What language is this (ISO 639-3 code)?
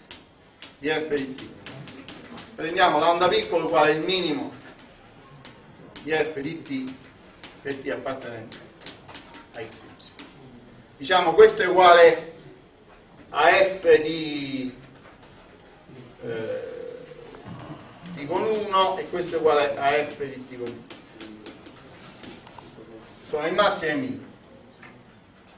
ita